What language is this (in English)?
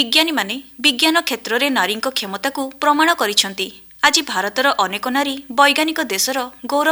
Odia